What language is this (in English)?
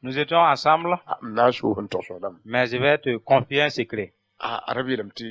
Mossi